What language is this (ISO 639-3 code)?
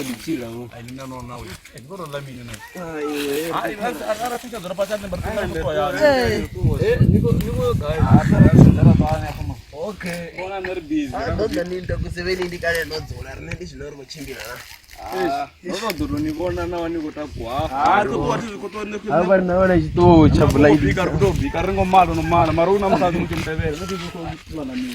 ven